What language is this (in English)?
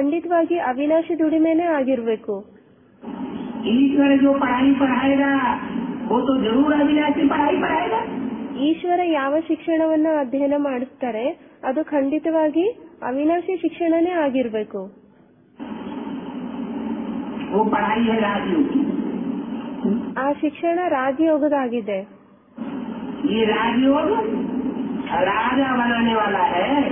Kannada